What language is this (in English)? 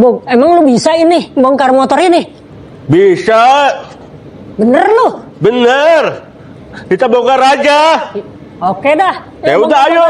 Betawi